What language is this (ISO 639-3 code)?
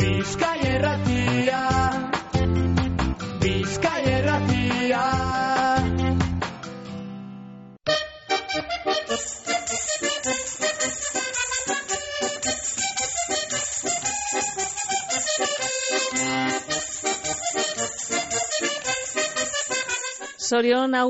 eus